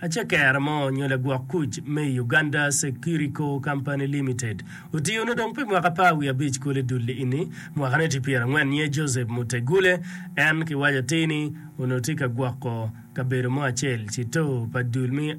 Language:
Acoli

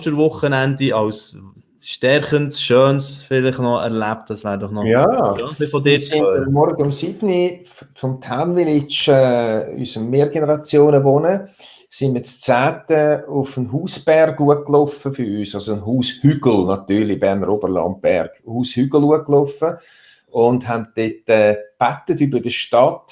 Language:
Swiss German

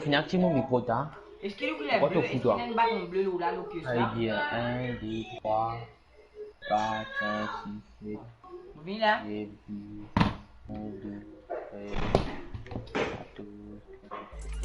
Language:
Morisyen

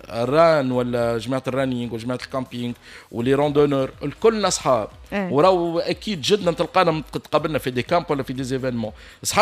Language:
Tunisian Arabic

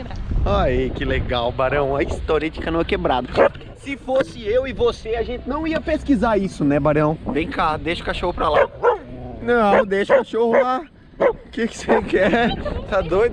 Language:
Portuguese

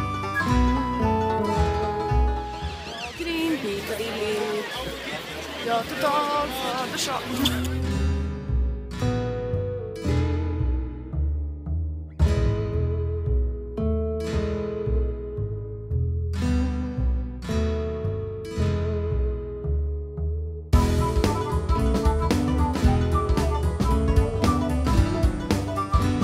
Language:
Italian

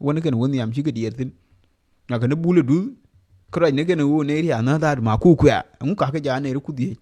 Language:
Nuer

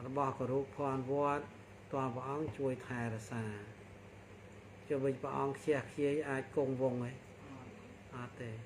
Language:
Khmer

